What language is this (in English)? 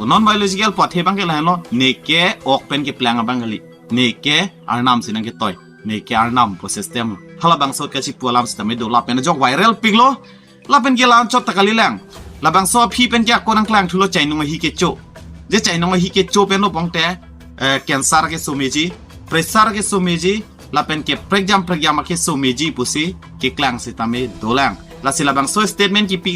Karbi